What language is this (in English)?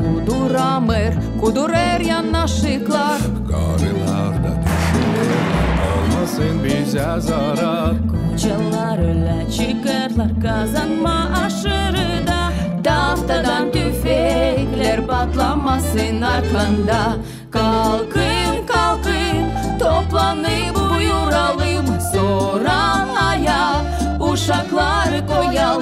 Gagauz